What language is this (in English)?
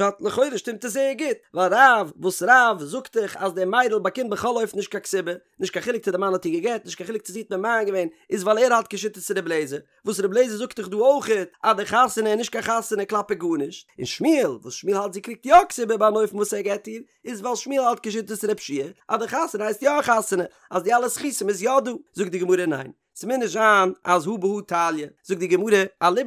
Yiddish